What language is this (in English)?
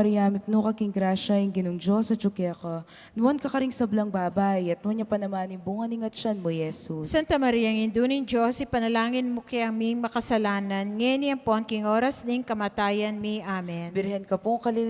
Pampanga